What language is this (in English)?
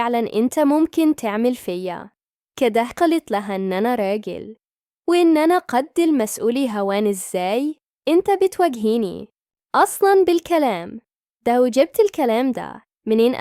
Egyptian Arabic